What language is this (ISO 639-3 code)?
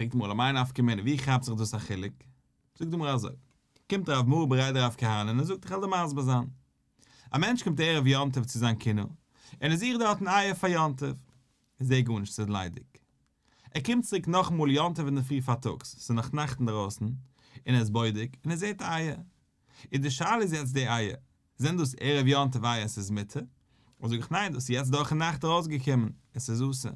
yid